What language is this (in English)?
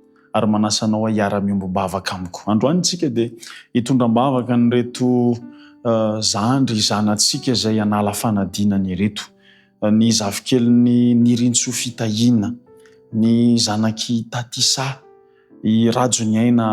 Malagasy